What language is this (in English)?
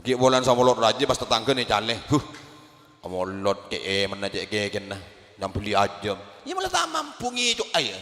Madurese